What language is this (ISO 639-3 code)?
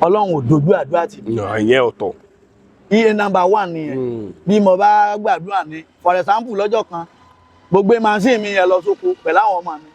yor